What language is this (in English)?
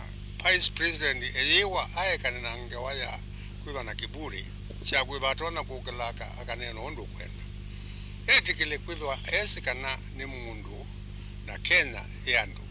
Kamba